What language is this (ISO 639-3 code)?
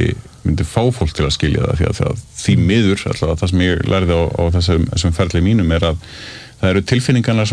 isl